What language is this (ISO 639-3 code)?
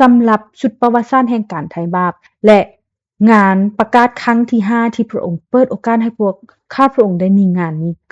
lao